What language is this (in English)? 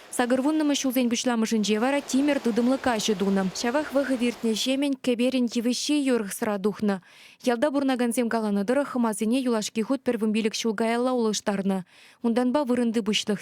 Chuvash